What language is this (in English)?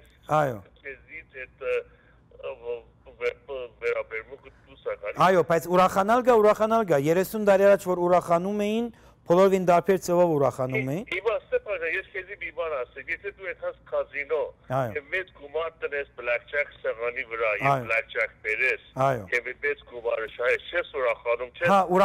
Armenian